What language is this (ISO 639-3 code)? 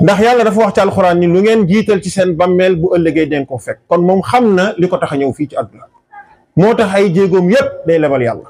wol